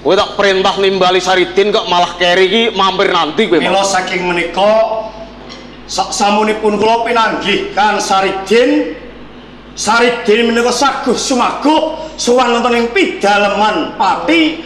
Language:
Javanese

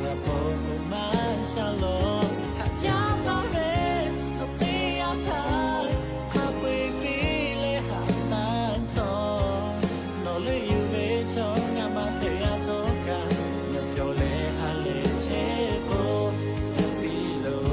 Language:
Lahu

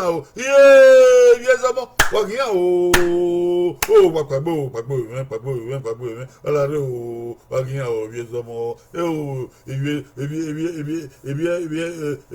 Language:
Bini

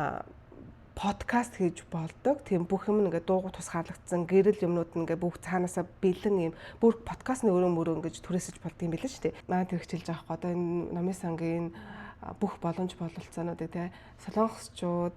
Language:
Mongolian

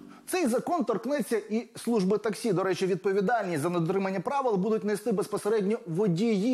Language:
Ukrainian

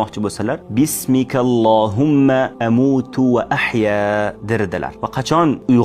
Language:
Uzbek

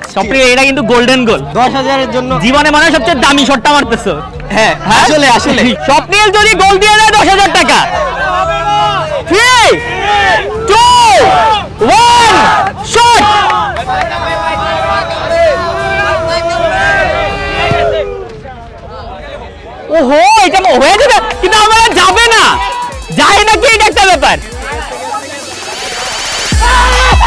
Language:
Bangla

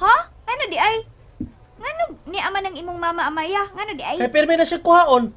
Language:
Cebuano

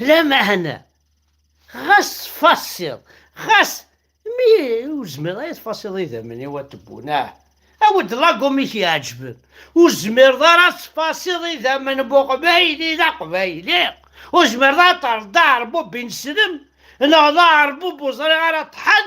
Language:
Kabyle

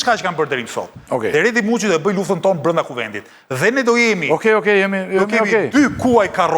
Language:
Albanian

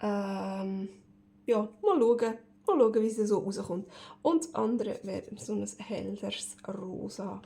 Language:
Swiss German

